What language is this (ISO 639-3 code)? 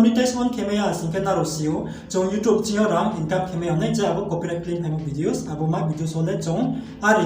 ria